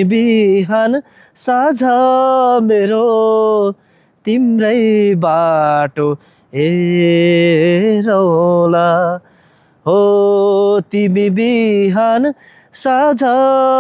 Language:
Nepali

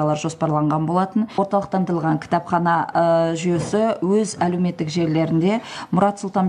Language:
Kazakh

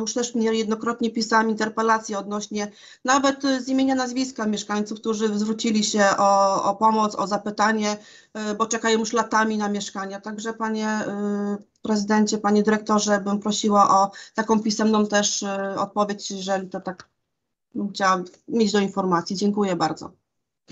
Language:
Polish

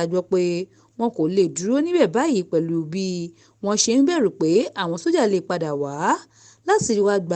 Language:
Yoruba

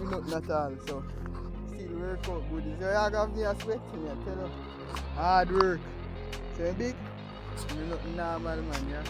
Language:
Jamaican Creole English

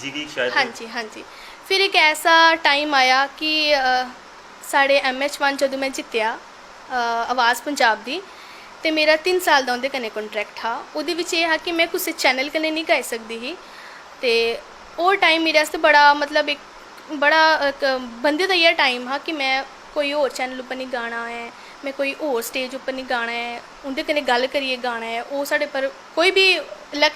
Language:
Dogri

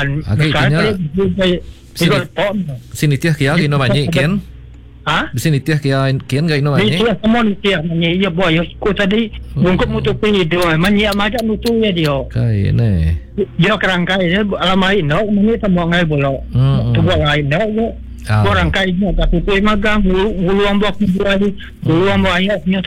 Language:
Iban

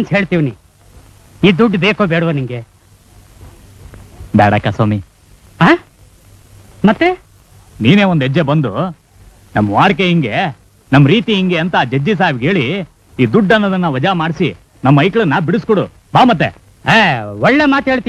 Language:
Kannada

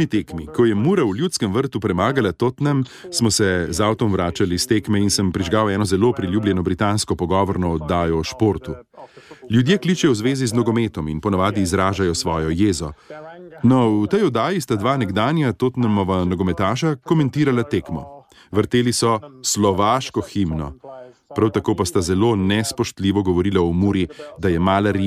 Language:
Slovenian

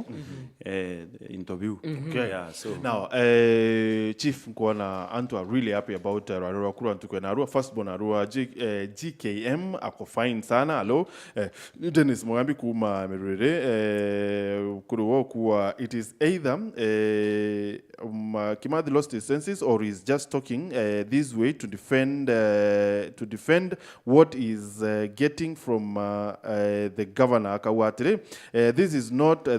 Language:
Meru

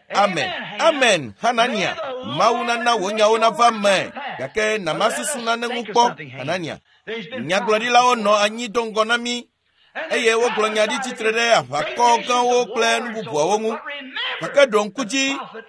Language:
Ewe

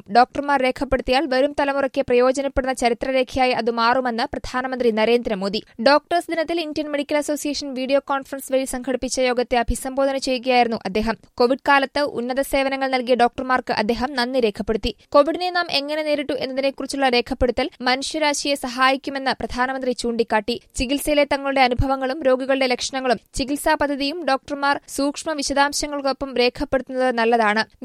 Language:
Malayalam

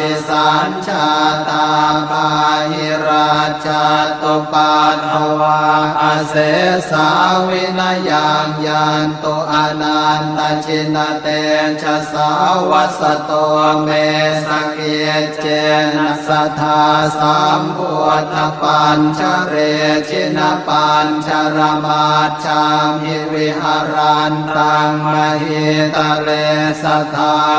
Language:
Pali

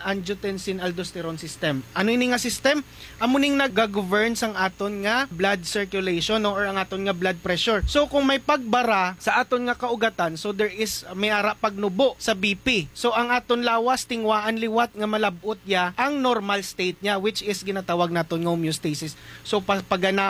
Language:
Hiligaynon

